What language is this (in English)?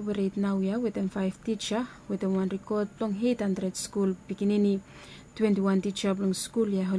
Bislama